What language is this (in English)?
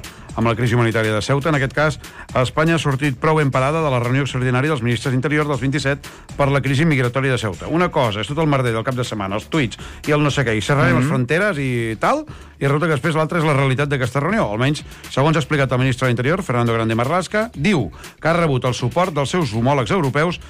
Catalan